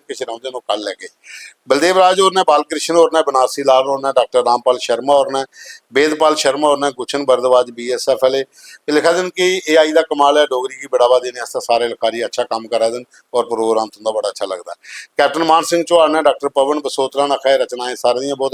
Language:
Dogri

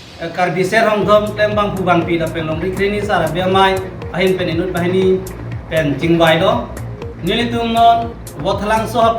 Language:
Karbi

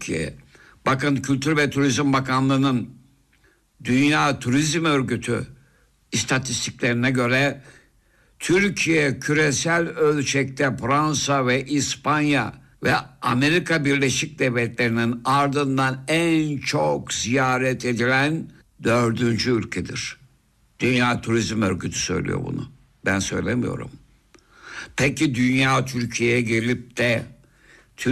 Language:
Turkish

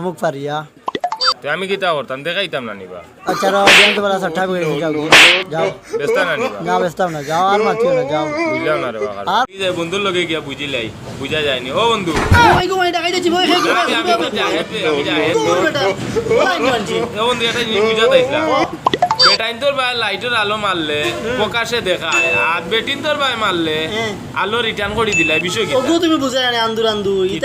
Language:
Sylheti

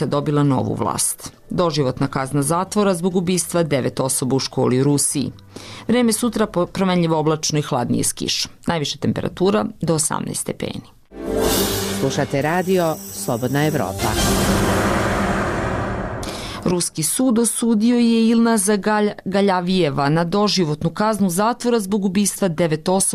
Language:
Serbian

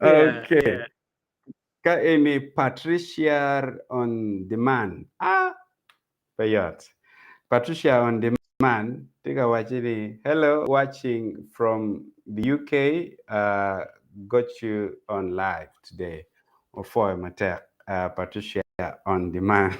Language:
Acoli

